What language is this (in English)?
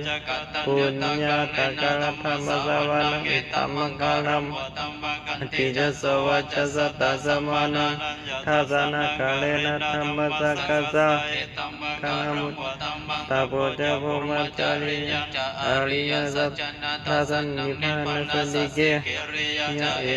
Pali